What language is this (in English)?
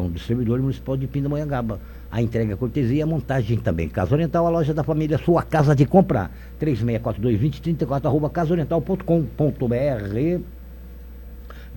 Portuguese